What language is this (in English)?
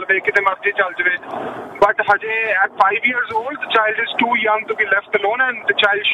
Punjabi